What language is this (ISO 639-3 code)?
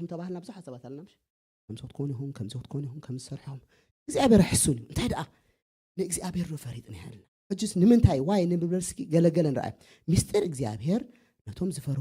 tir